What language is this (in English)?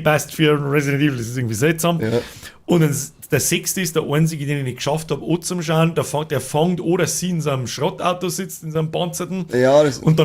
Bavarian